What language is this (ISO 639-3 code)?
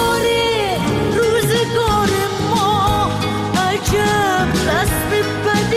fas